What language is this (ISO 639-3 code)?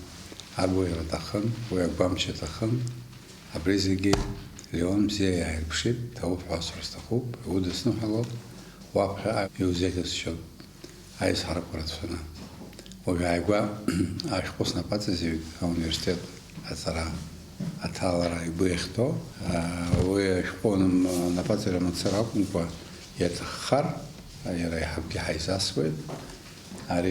abk